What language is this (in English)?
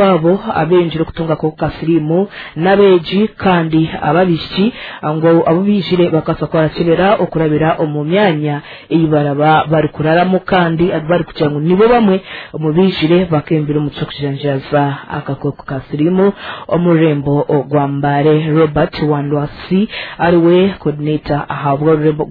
Nyankole